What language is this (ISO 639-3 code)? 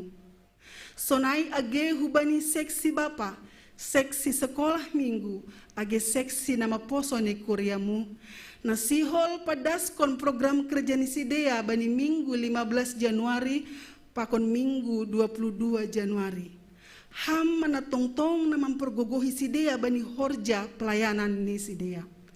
bts